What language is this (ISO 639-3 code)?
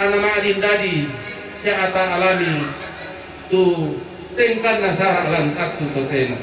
sda